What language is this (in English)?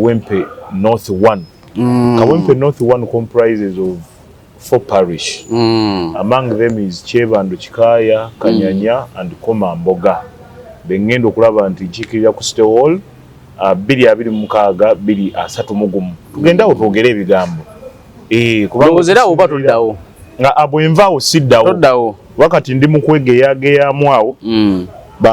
Ganda